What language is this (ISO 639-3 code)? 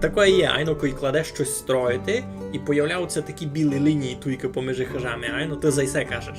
rue